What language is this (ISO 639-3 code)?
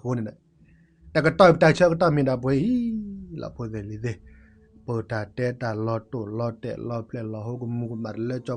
ksw